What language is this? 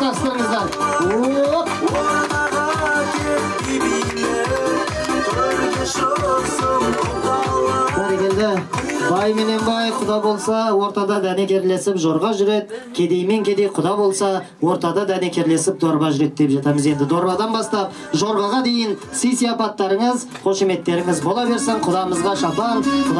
Kazakh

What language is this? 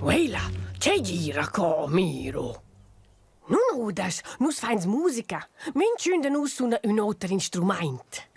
Romansh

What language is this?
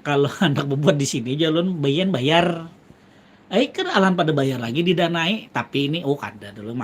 Banjar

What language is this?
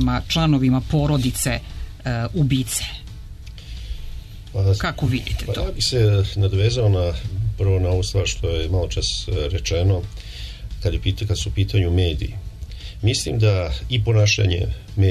Serbian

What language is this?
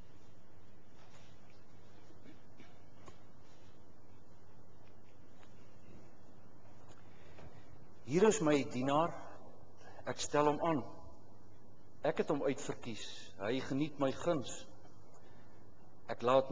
Afrikaans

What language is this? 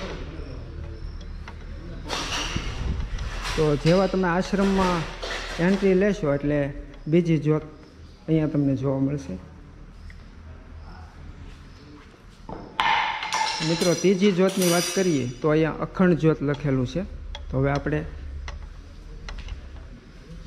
Gujarati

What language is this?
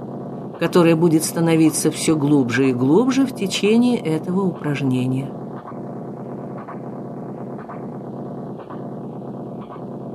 Russian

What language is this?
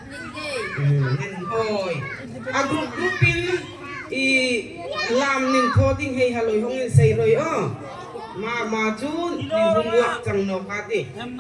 Darlong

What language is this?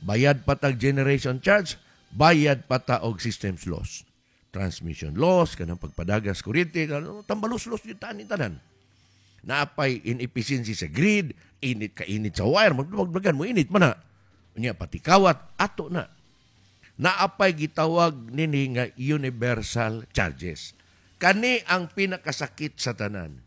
Cebuano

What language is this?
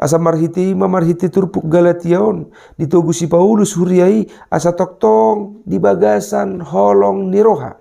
Batak Toba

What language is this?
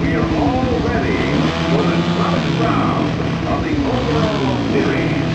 Bavarian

